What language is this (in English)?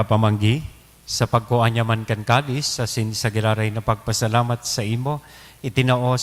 Bikol